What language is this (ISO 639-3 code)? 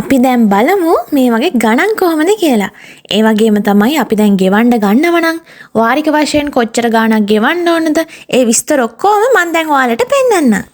sin